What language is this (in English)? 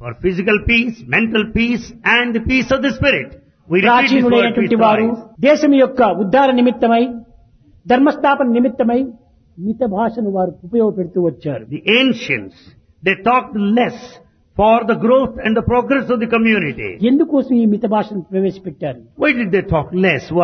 Telugu